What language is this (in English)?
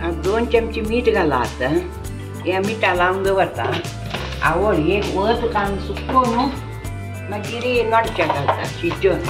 Konkani